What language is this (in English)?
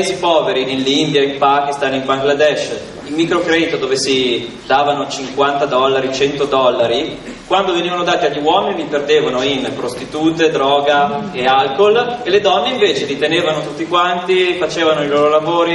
Italian